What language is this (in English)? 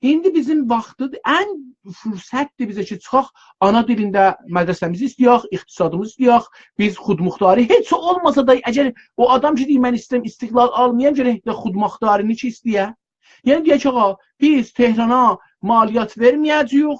South Azerbaijani